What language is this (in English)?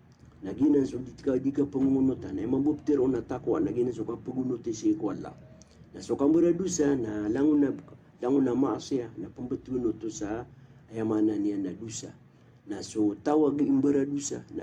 Maranao